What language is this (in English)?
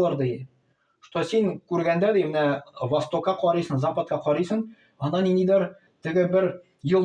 Tatar